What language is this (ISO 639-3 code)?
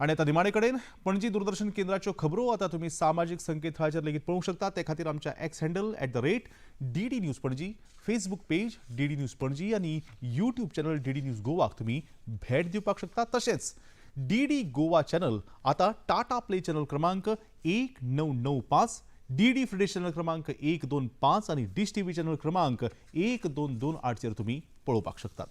kok